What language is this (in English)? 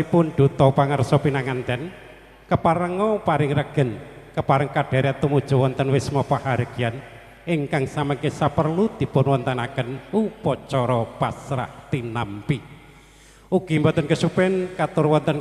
Javanese